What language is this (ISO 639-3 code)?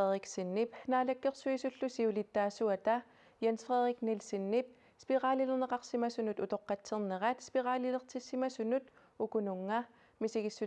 kal